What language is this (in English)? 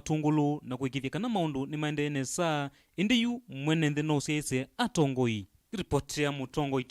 Kamba